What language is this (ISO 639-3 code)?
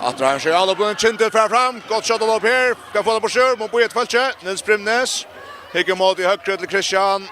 fao